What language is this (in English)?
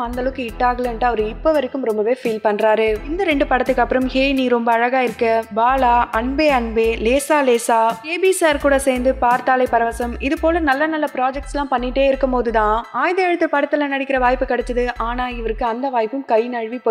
Tamil